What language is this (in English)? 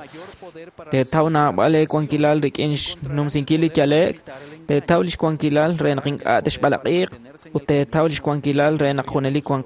Kekchí